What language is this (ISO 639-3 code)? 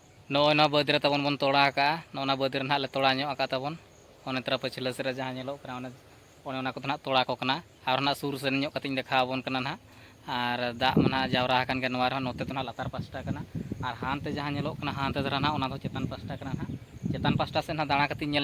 sat